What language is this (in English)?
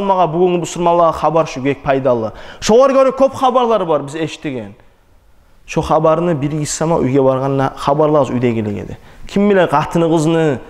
Kumyk